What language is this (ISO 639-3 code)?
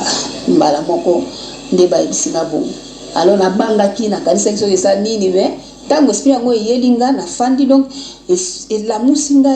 lin